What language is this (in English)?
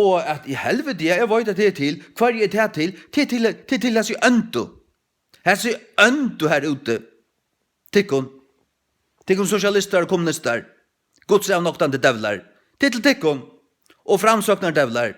Faroese